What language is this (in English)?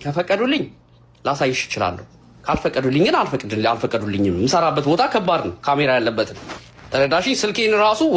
Amharic